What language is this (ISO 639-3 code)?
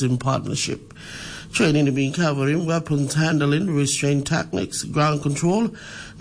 tpi